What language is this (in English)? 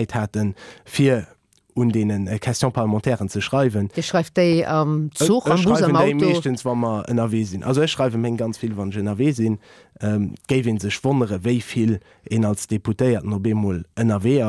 Luxembourgish